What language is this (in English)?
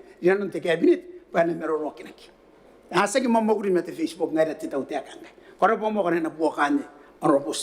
Gilbertese